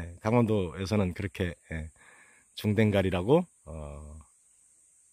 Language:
Korean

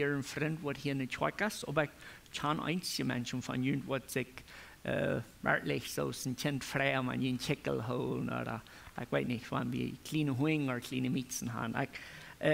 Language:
Plautdietsch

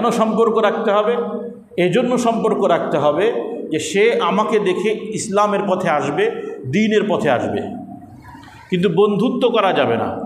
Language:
Bangla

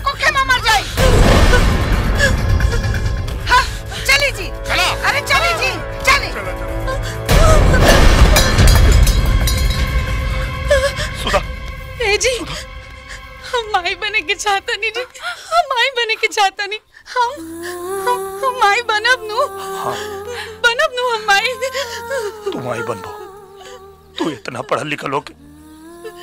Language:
Bhojpuri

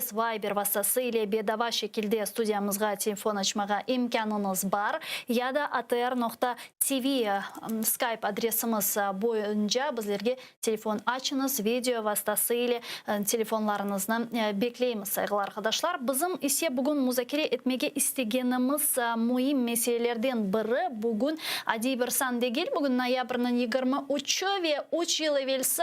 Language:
Crimean Tatar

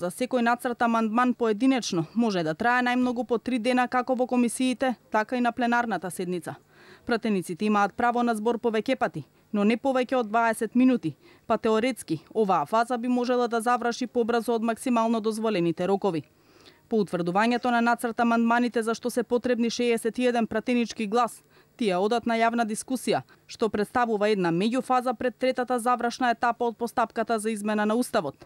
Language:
Macedonian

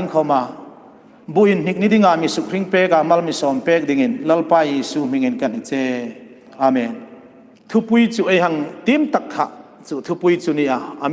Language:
Hmar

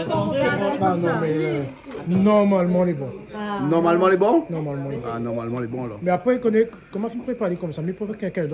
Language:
Réunion Creole French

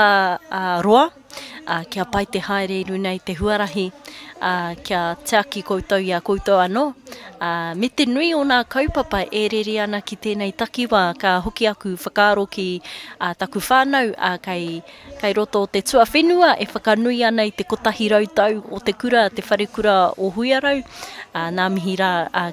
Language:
Māori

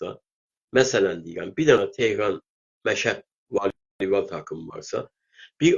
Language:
South Azerbaijani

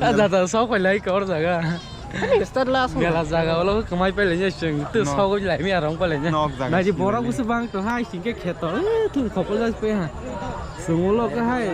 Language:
Kok Borok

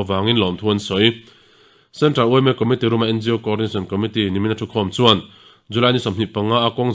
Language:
Mizo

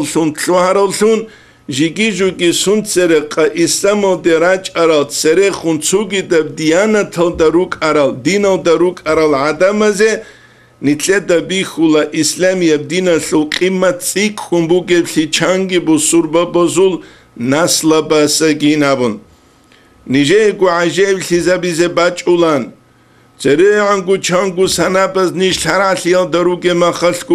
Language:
Avaric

